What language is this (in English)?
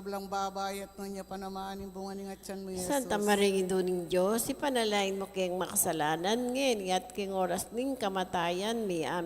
Pampanga